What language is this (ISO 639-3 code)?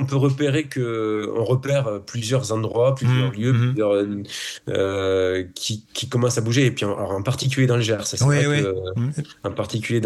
fra